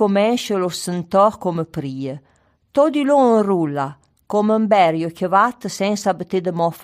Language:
Arpitan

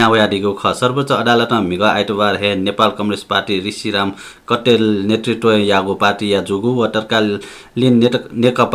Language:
Newari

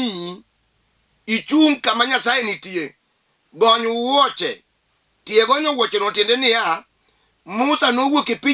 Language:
Luo (Kenya and Tanzania)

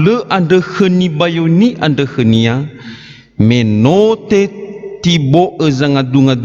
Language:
Nias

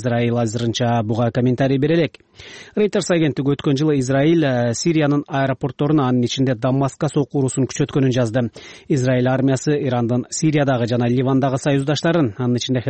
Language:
Kyrgyz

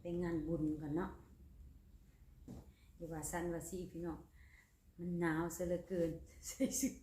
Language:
Lao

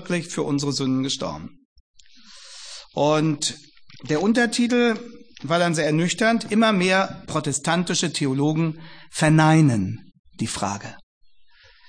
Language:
German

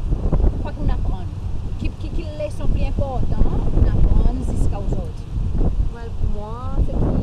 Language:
Seselwa Creole French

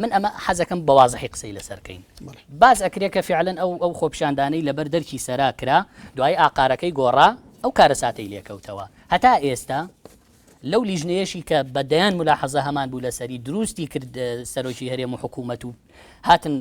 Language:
Central Kurdish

